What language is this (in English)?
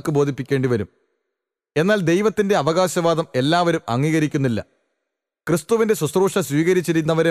Malayalam